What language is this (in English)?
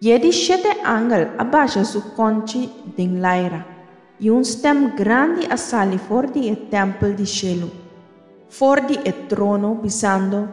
Papiamento